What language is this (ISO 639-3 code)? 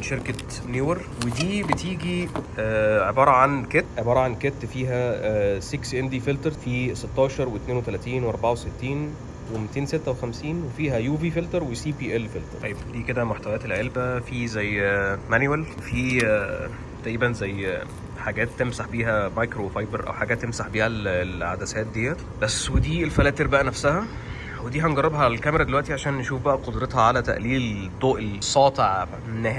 arz